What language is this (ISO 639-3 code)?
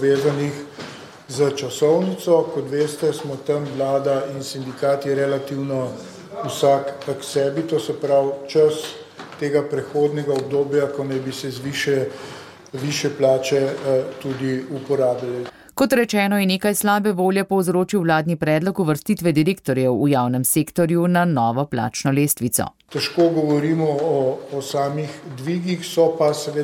slv